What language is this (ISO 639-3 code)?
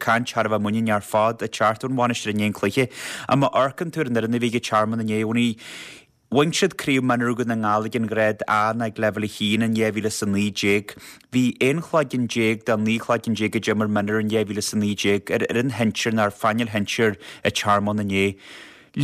gle